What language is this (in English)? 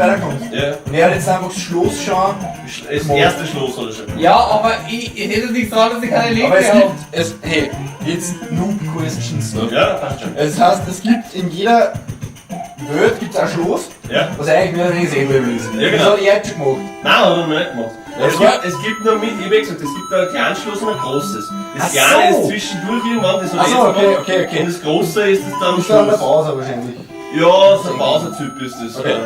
Bavarian